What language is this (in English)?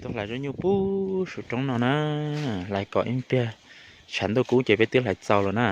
Hmong